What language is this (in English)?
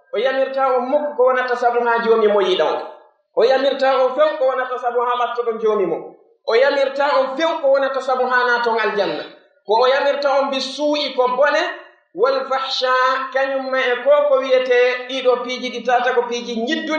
Pular